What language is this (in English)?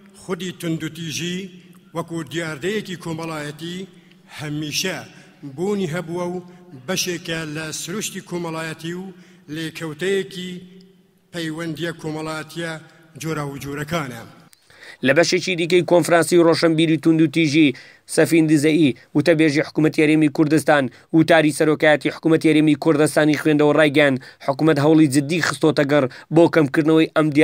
Central Kurdish